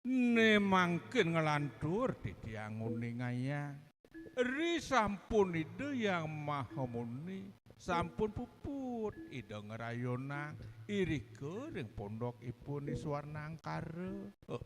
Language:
Balinese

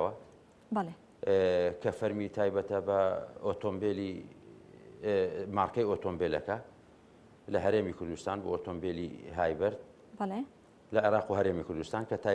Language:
Central Kurdish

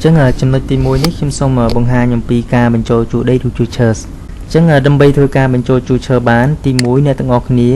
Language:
Khmer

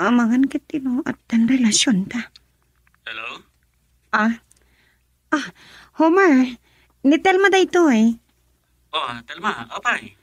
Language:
Iloko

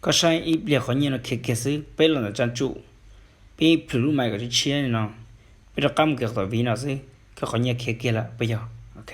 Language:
Hmong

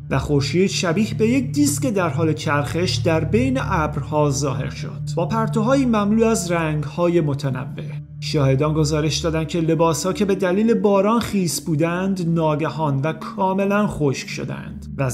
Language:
Persian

